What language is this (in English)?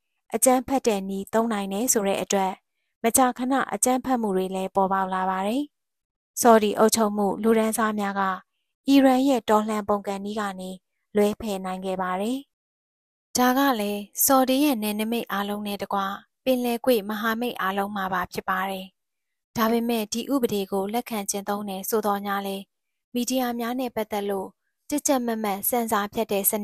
Burmese